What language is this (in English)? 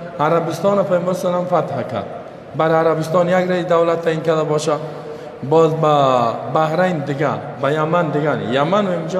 Persian